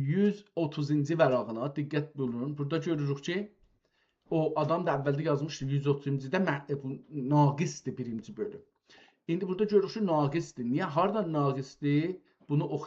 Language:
South Azerbaijani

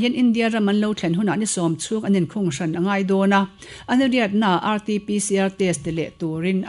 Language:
Mizo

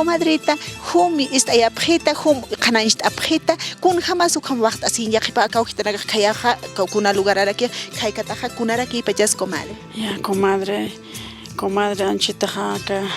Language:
Aymara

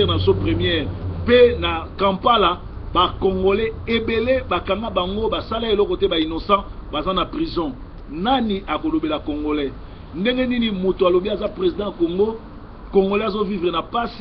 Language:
Lingala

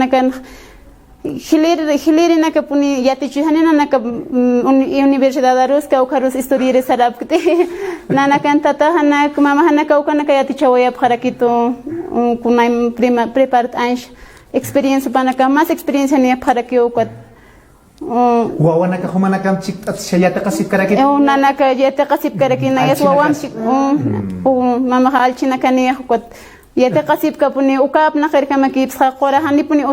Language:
Aymara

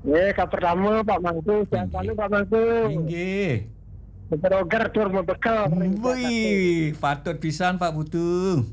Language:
Balinese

